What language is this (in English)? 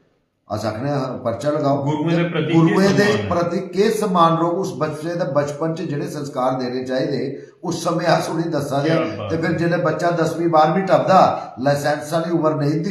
Dogri